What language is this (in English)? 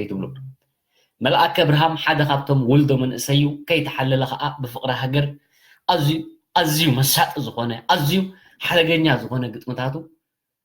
Tigrinya